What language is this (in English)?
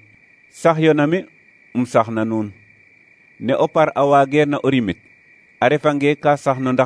Serer